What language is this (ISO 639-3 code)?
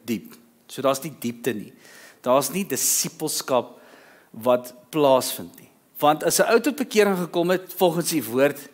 afr